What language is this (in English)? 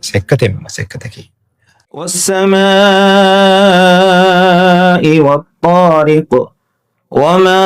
Divehi